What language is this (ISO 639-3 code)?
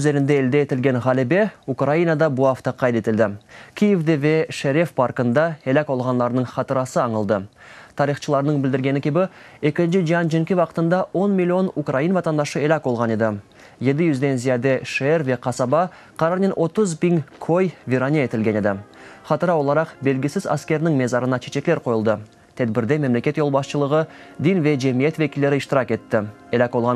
crh